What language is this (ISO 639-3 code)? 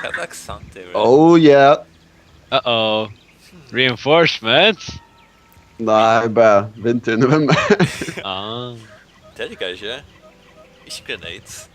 fao